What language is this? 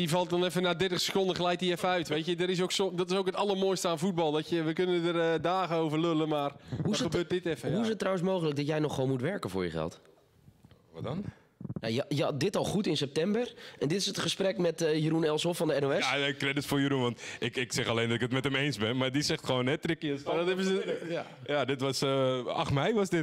Dutch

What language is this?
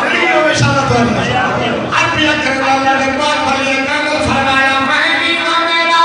Saraiki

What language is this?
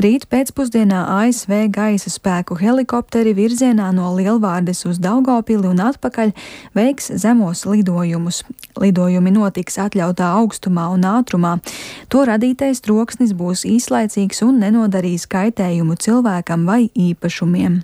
Latvian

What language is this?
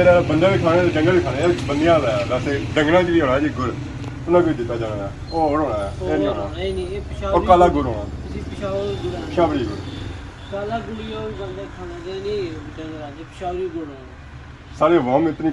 Pahari-Potwari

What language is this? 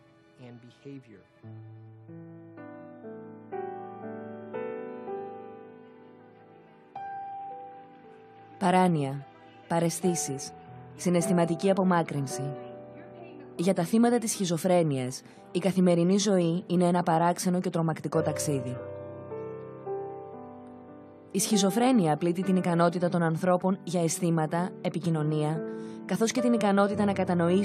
Greek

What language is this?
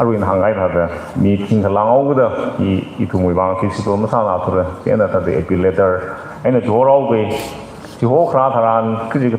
Tangkhul Naga (India)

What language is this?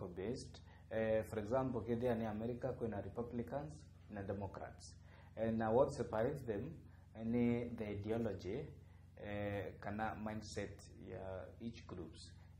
Meru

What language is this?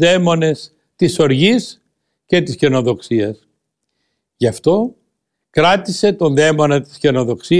Greek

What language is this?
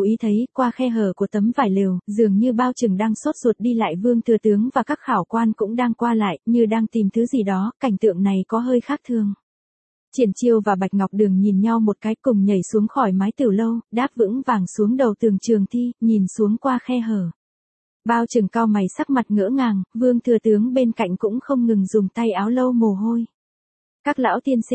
Vietnamese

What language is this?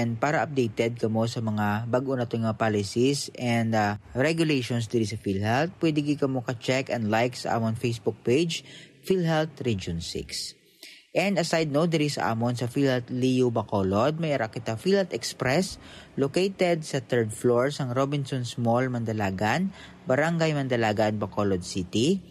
Hiligaynon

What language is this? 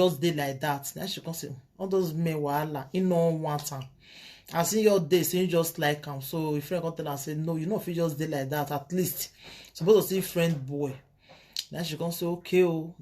Nigerian Pidgin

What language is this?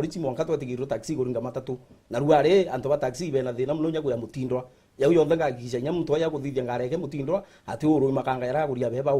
Meru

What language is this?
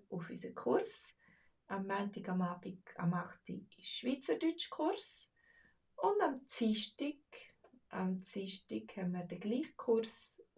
Swiss German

